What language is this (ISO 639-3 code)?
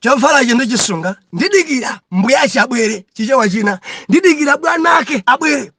nya